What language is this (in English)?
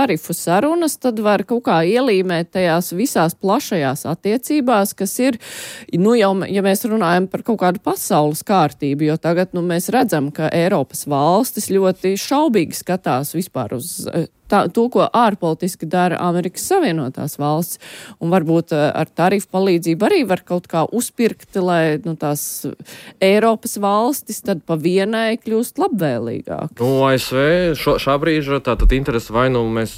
Latvian